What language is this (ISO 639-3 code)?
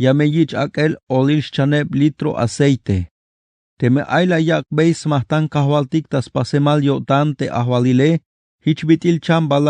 tzh